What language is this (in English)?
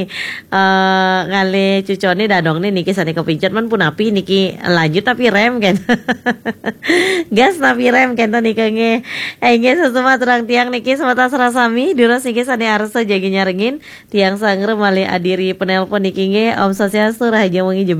Balinese